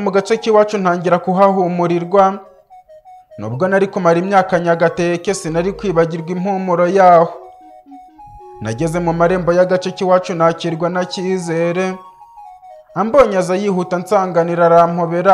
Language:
Kinyarwanda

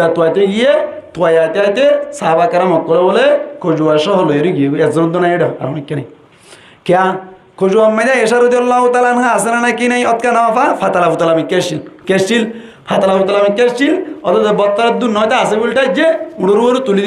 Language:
Rohingya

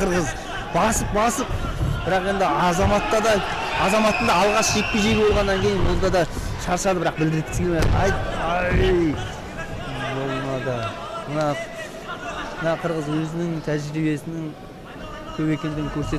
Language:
Kazakh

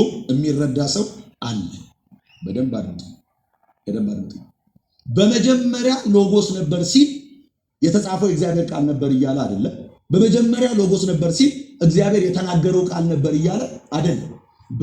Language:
Amharic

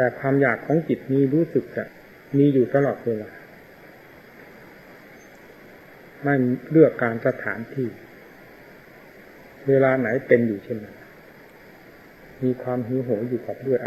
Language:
Thai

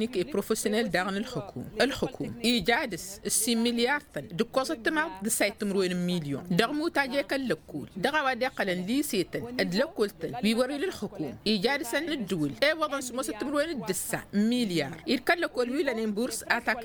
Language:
Tamasheq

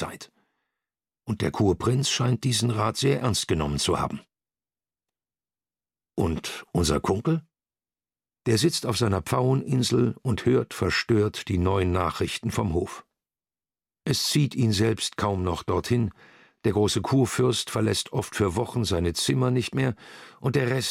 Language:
German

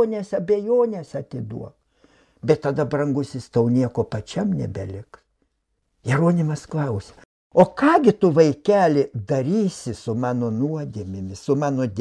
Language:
Lithuanian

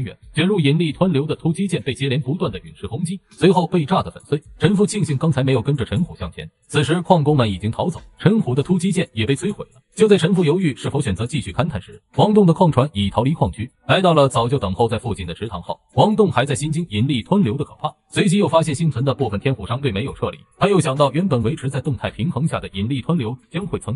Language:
Chinese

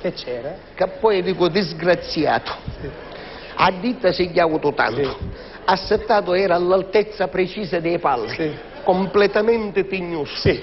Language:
Sicilian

